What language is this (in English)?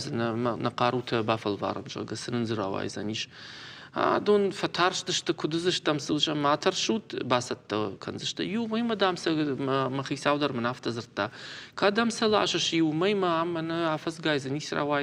Ossetic